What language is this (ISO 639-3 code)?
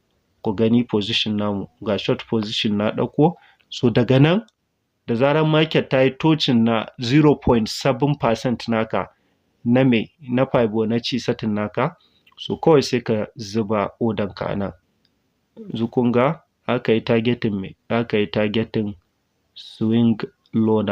hau